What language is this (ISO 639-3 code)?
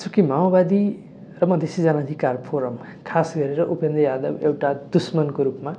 nep